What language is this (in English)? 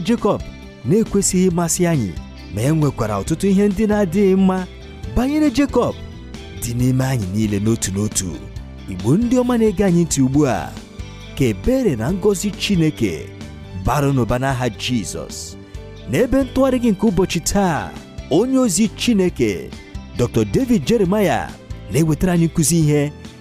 Igbo